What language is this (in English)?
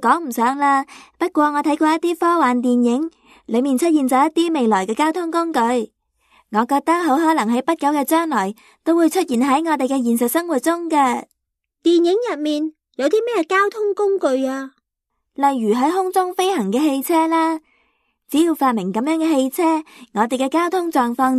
Cantonese